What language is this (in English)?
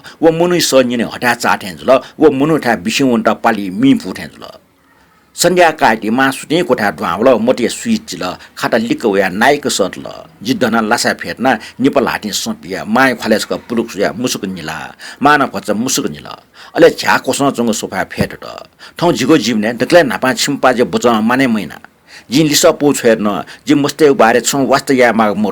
Newari